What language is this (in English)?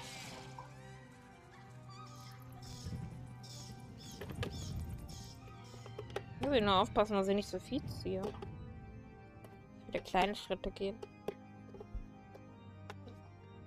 German